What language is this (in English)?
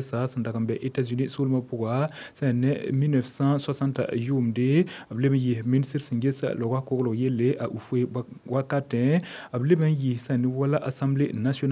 Mossi